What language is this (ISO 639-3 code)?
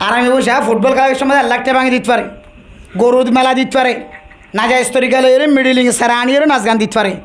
rhg